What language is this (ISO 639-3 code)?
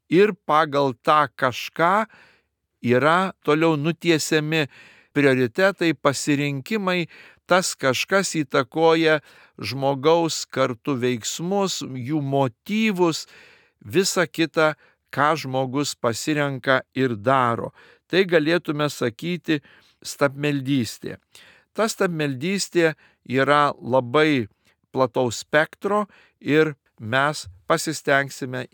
lit